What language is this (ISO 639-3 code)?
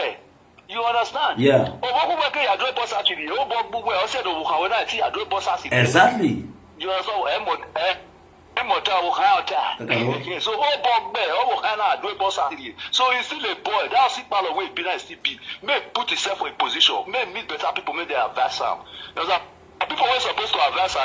pcm